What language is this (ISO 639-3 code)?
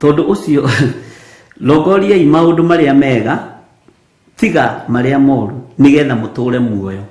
kik